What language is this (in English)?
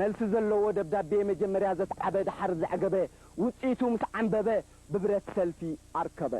Tigrinya